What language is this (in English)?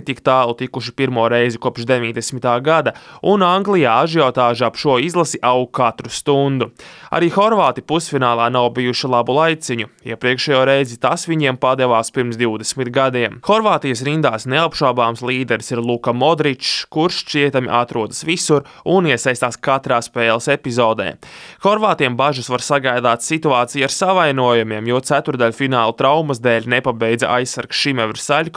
Latvian